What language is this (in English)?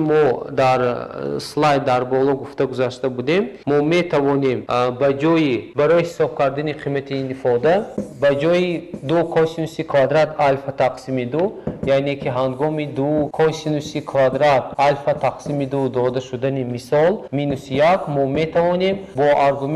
Tajik